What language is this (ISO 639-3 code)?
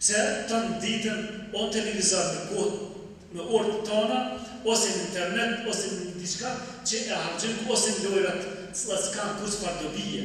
sqi